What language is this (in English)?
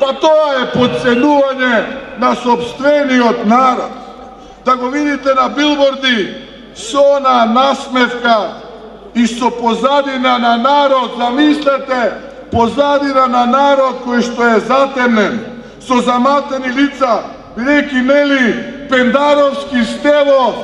Macedonian